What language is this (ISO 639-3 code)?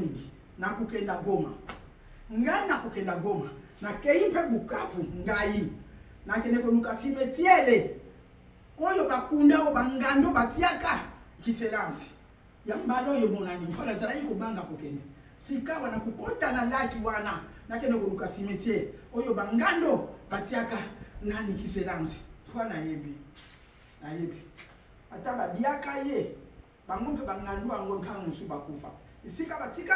lin